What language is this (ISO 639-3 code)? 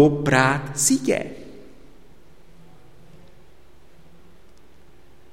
ces